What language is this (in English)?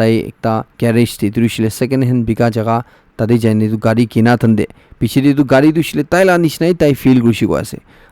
Naga Pidgin